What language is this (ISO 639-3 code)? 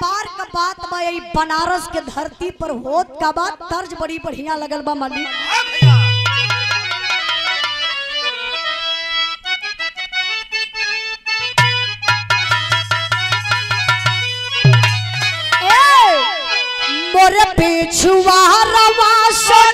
bho